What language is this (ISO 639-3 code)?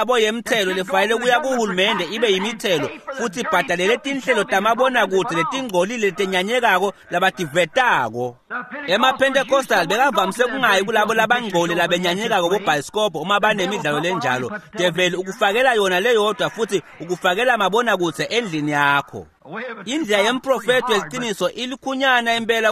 ssw